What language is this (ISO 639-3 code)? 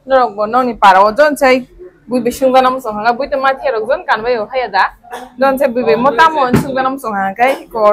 trp